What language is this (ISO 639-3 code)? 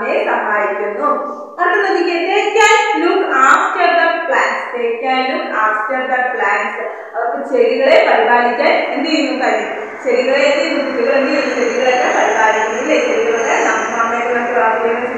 mal